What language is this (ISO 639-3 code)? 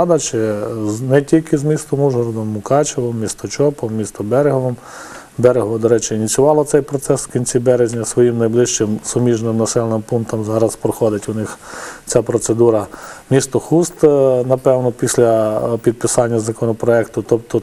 ukr